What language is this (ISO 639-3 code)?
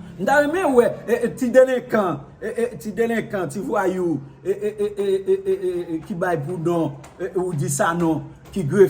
hat